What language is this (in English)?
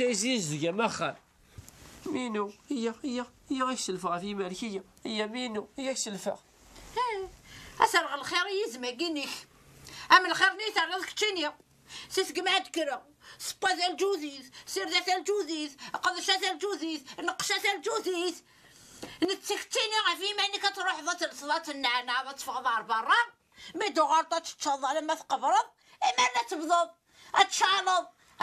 Kabyle